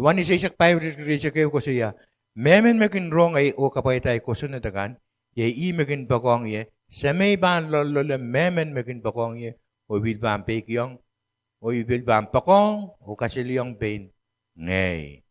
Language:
Pohnpeian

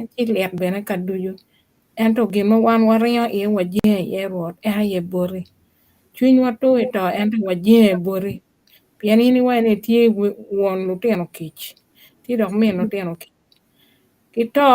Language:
Acoli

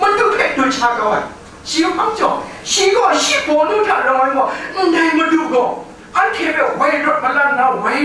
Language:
Kachin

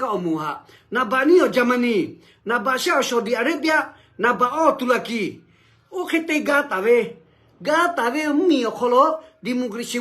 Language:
Lahu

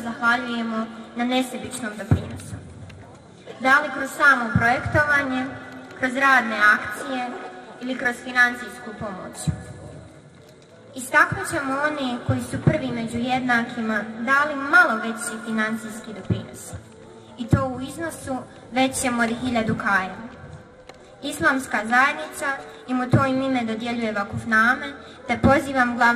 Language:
Bosnian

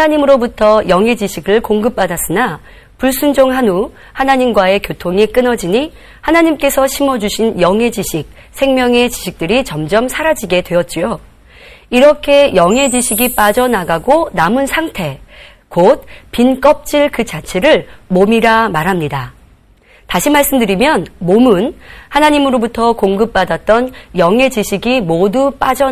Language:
Korean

